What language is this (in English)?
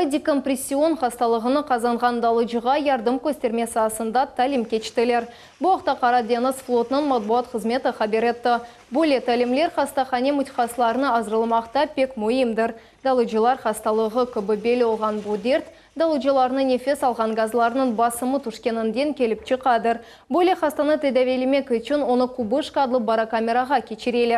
Crimean Tatar